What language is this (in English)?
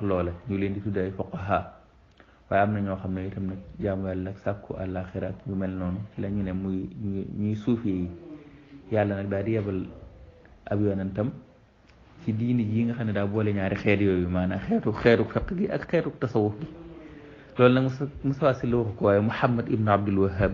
Wolof